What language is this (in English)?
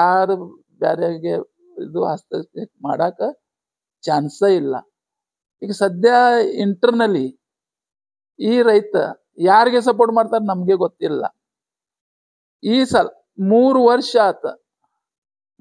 Kannada